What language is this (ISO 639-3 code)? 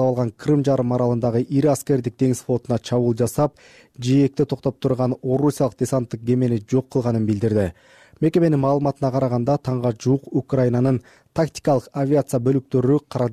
kir